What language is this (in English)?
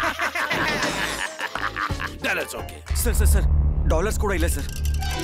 Kannada